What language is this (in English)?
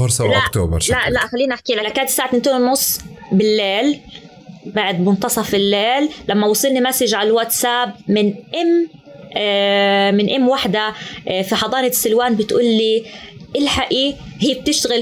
North Levantine Arabic